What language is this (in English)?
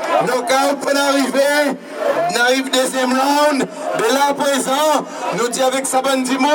Seselwa Creole French